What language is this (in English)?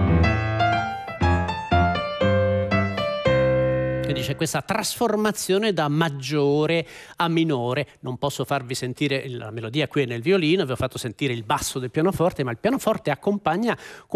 Italian